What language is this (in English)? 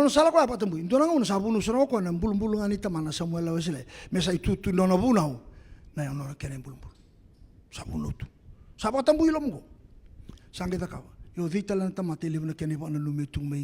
Fijian